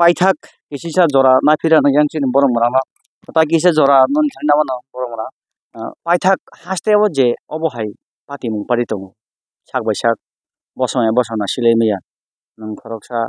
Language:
Kok Borok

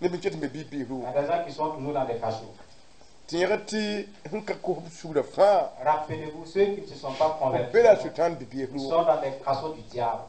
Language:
Mossi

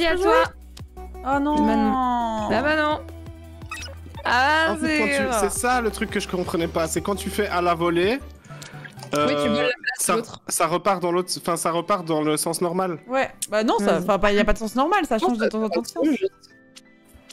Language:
French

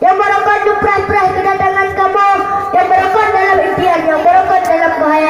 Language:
Achinese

